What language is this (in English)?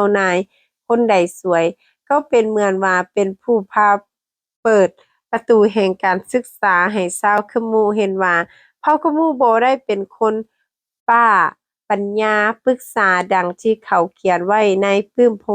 Lao